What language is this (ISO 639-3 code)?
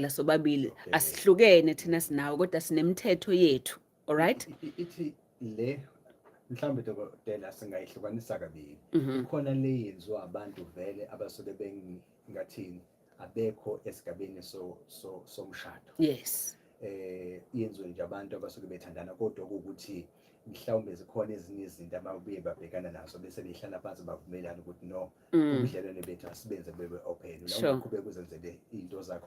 zul